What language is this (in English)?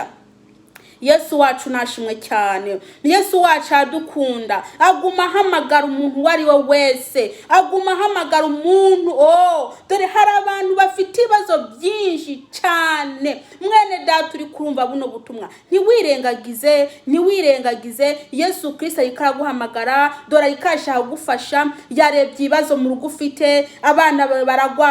Kinyarwanda